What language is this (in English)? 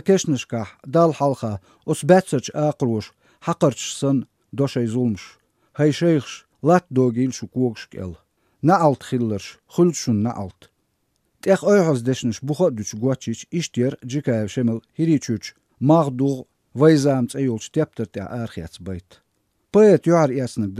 Chechen